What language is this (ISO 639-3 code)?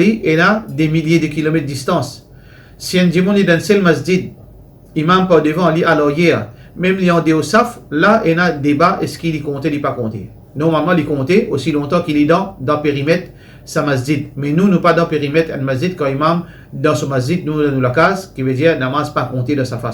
mfe